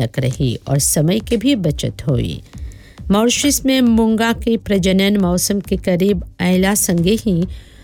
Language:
Bhojpuri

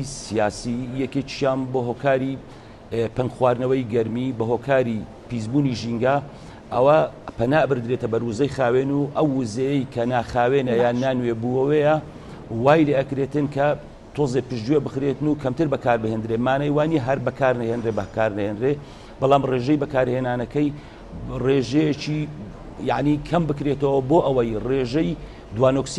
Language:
Central Kurdish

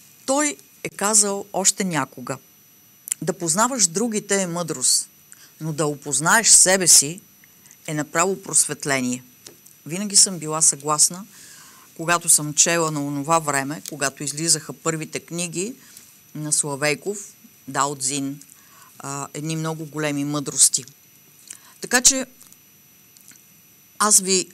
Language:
Bulgarian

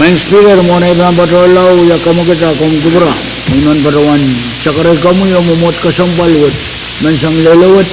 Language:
Pohnpeian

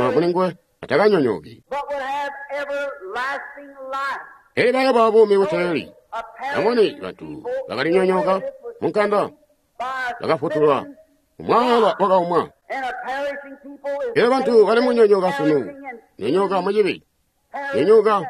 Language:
Tonga (Zambia)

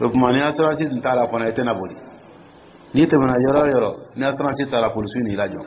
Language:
Dyula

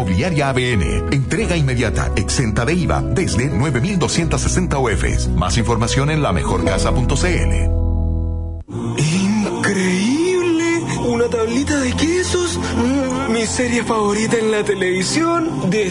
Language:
Spanish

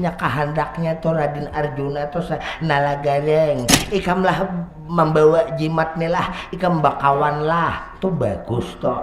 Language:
Banjar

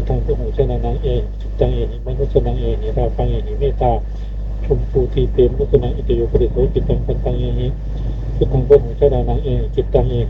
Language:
Pali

